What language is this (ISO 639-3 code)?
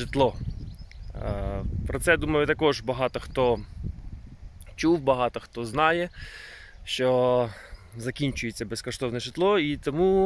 ukr